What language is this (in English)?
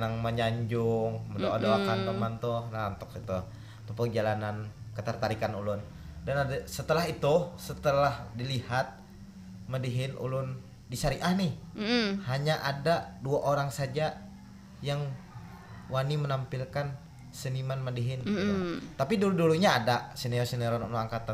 Banjar